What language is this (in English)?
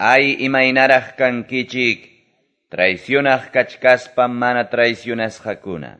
Quechua